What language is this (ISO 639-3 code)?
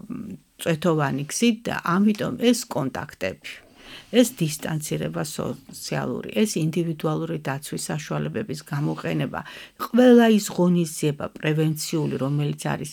kat